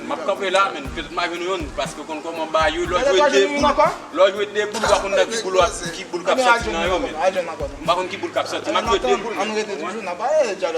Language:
Haitian Creole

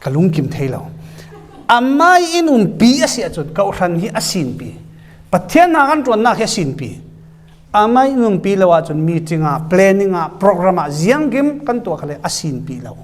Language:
Falam Chin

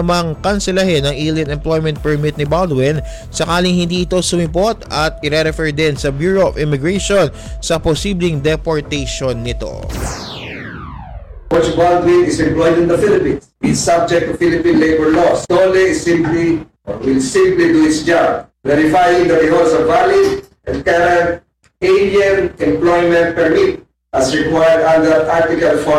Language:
Filipino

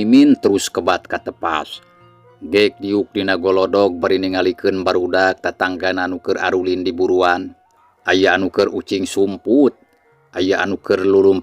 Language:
Sundanese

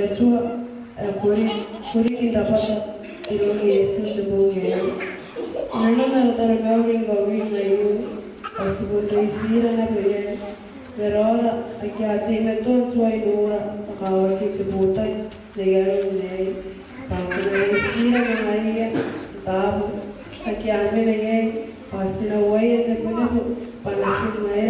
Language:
Gilbertese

